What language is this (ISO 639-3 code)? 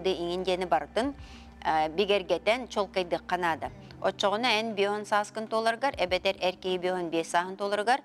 sah